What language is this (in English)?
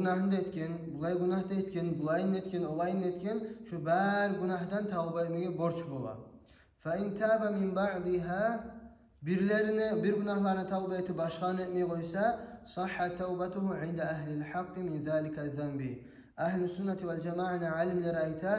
Kumyk